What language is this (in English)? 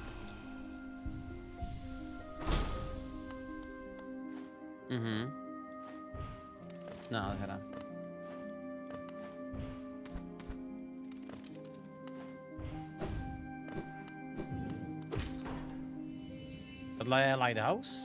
Czech